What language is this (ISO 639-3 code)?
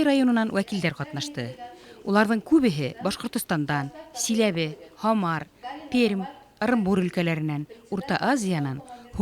bak